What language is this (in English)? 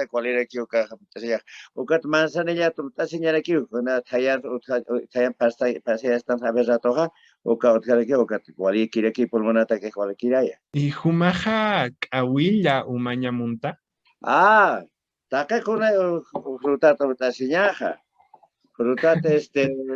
Aymara